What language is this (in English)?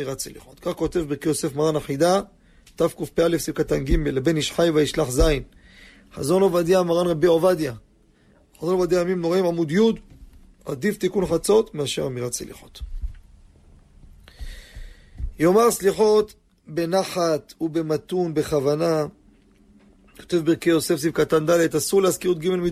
Hebrew